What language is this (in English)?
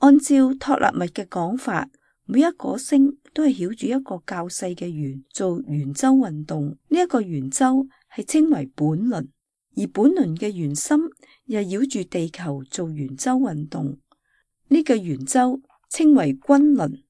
Cantonese